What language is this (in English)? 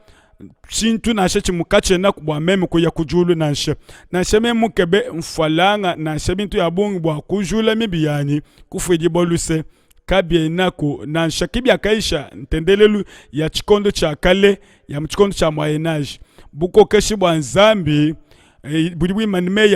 Luba-Lulua